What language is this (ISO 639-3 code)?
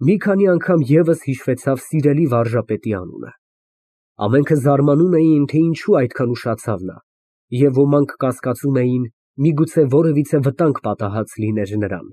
hye